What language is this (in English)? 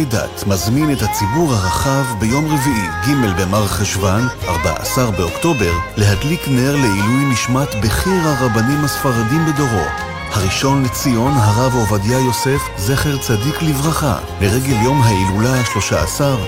Hebrew